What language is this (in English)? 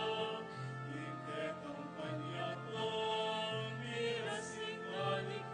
Pampanga